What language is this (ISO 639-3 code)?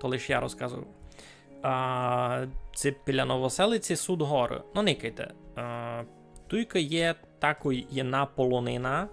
rue